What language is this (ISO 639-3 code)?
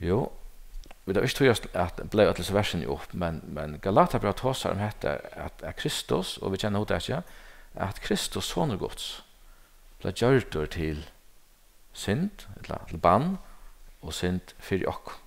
fao